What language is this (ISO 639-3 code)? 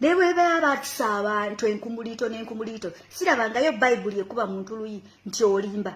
lug